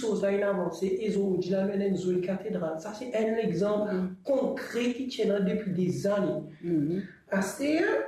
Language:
Morisyen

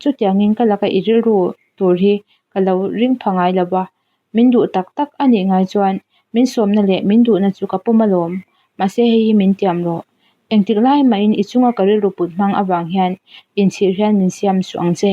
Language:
Mizo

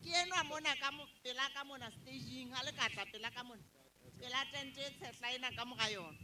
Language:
Southern Sotho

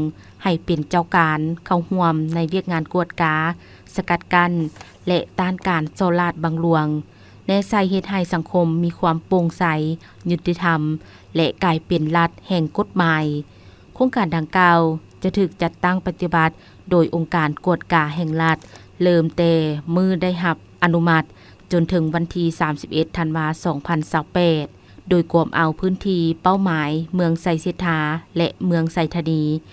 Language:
Lao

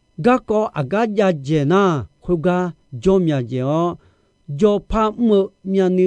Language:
Akha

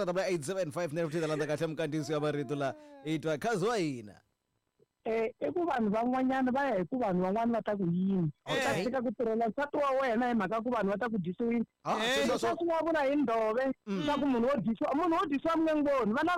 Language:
Tsonga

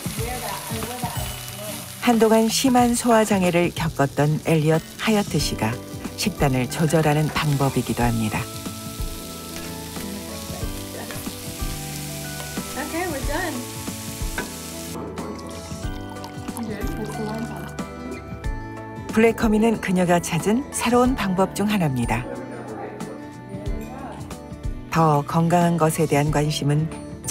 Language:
Korean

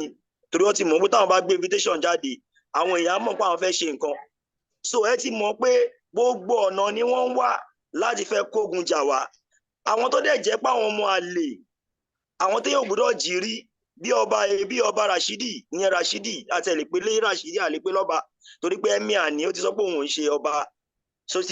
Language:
Yoruba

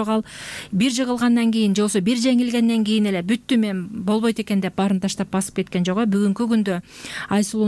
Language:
Kyrgyz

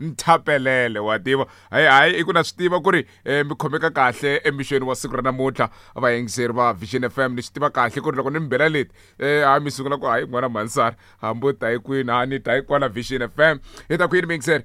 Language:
Tsonga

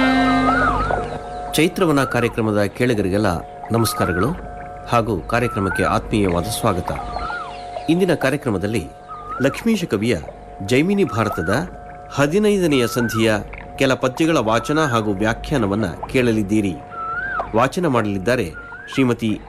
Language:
Kannada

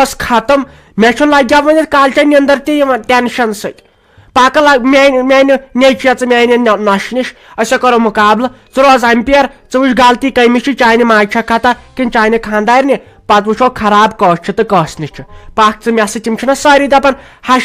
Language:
Kashmiri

